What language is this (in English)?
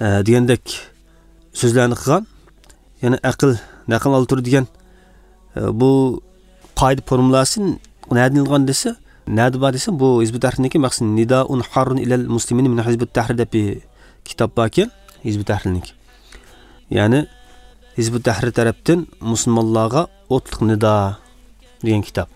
Uyghur